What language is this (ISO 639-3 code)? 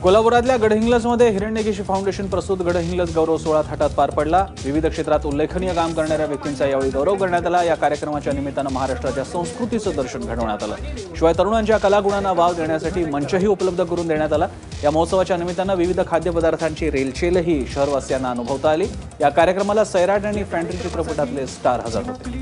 mar